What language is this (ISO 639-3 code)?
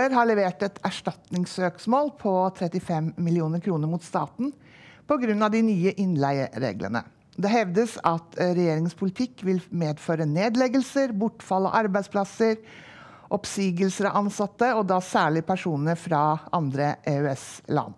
nor